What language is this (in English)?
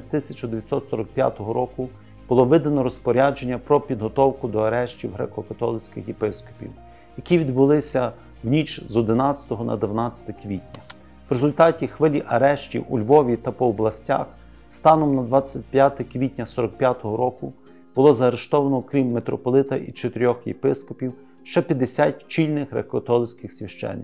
Ukrainian